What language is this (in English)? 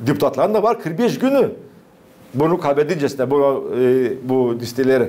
Gagauz